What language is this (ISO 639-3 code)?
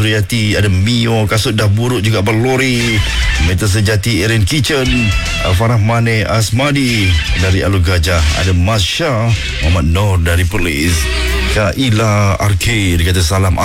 msa